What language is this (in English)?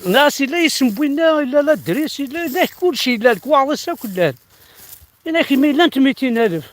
Kabyle